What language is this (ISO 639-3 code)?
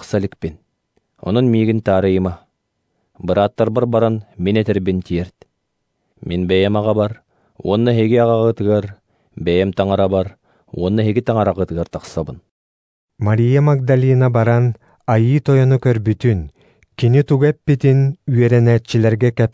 sah